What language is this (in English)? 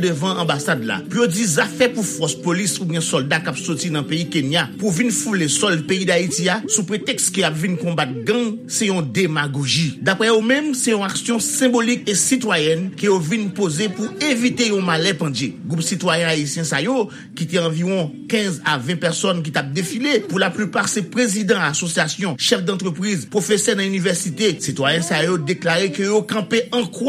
Haitian Creole